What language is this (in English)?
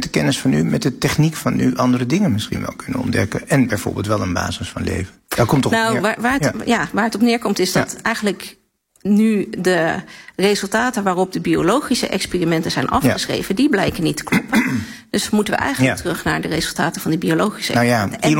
Dutch